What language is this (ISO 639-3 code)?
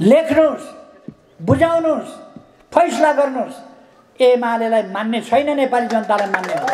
nep